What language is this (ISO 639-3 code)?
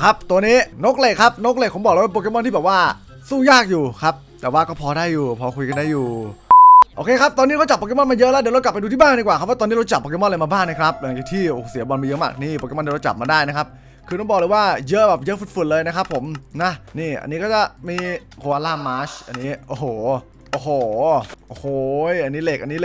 tha